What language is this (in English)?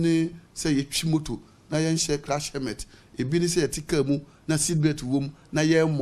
Akan